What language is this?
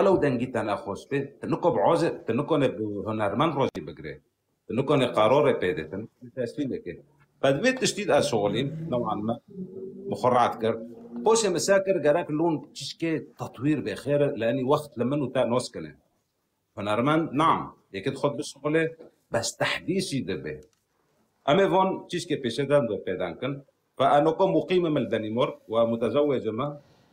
Kurdish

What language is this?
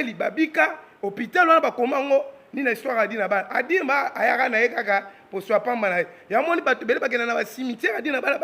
Lingala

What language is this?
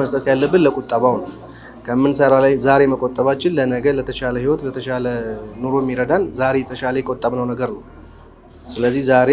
Amharic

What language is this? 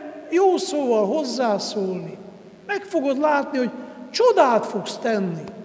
Hungarian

